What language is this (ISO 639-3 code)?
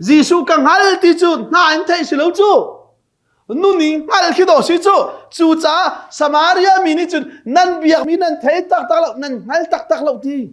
cnh